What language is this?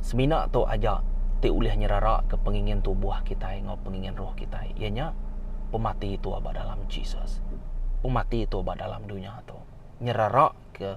Iban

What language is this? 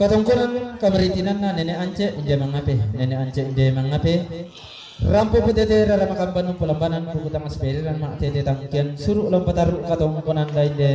Toraja-Sa'dan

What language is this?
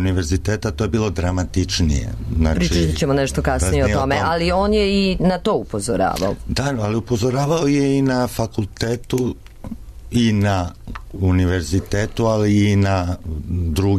Serbian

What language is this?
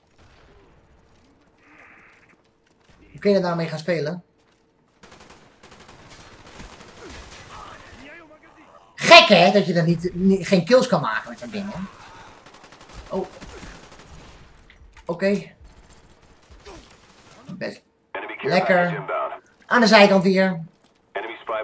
Dutch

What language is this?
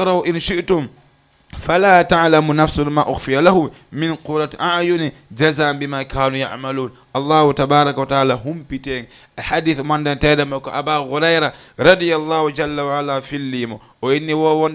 Fula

